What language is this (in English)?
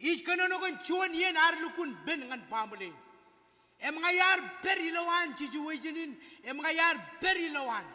Marshallese